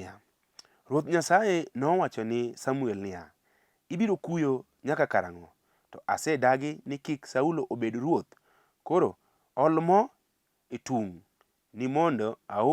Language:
Luo (Kenya and Tanzania)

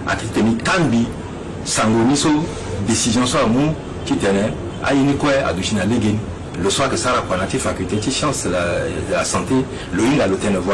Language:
Sango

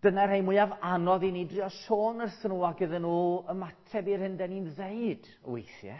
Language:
Welsh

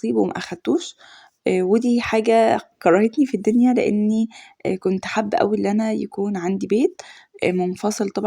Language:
Egyptian Arabic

